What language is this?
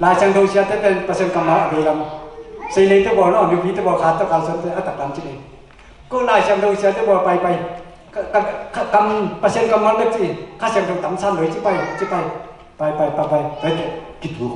Tedim Chin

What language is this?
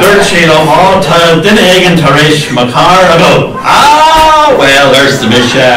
Irish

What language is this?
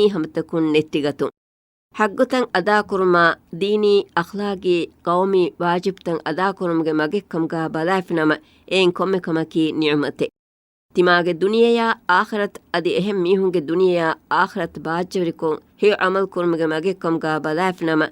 Divehi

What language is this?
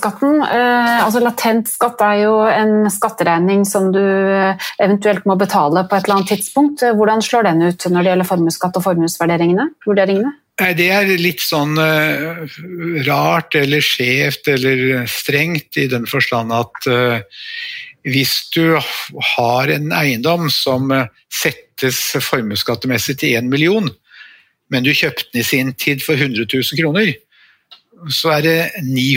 Norwegian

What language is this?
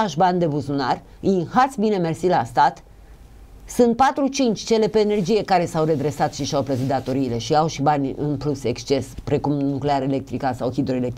Romanian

